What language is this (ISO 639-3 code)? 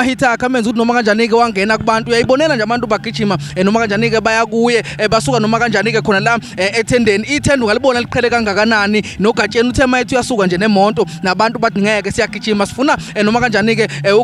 zul